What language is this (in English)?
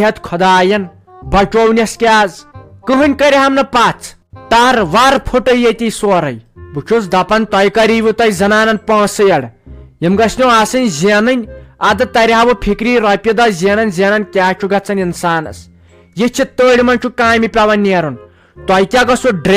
Kashmiri